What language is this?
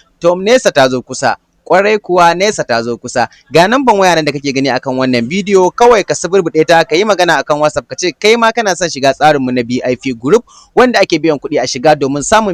Hausa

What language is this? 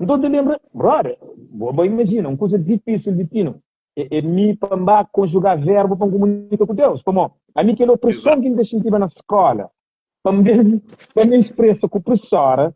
Kabuverdianu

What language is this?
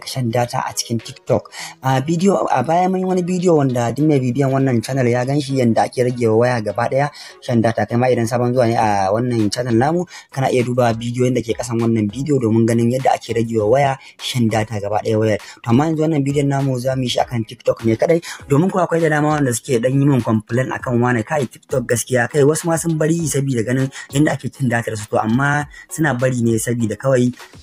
Hausa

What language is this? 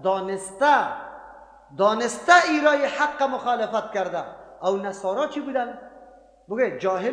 Persian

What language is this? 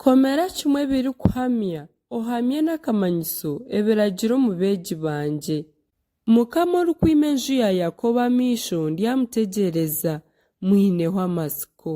Nyankole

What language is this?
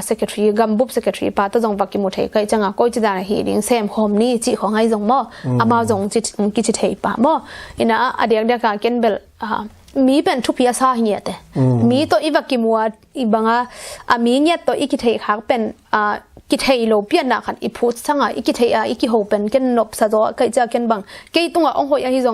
Tedim Chin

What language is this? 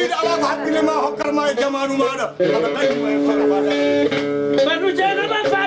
Fula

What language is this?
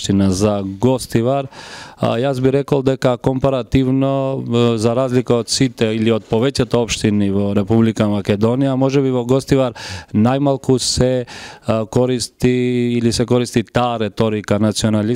Macedonian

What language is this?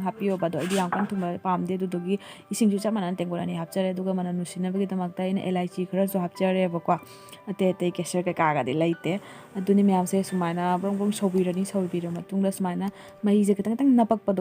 Manipuri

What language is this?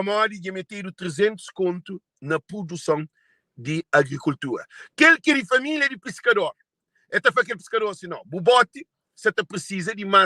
Kabuverdianu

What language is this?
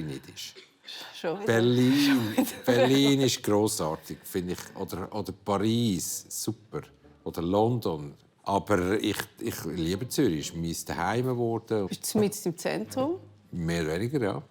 Swiss German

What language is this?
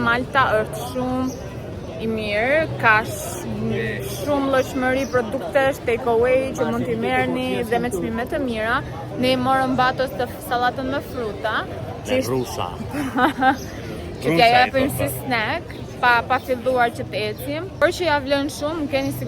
Albanian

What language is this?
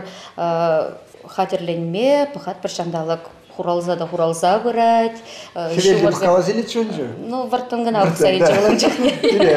Chuvash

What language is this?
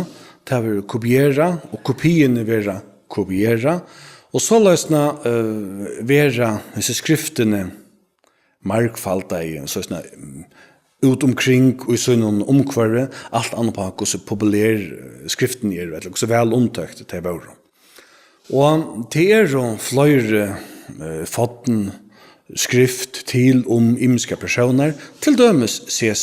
Faroese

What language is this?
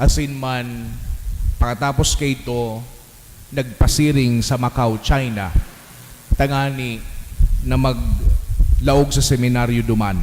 Bikol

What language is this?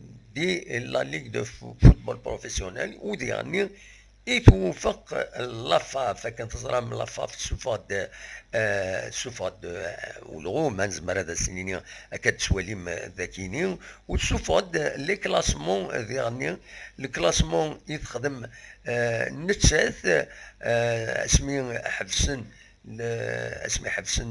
Kabyle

